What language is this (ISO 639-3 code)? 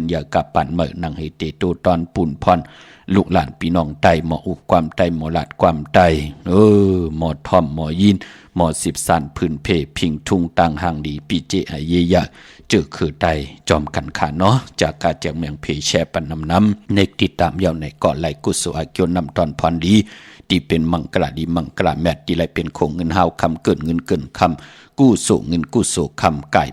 shn